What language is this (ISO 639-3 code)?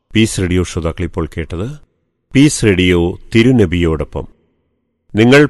mal